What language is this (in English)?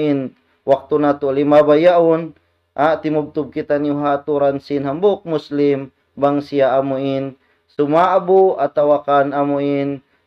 Tausug